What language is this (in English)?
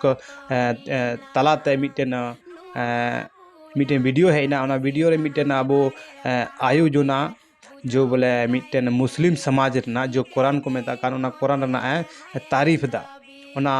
Santali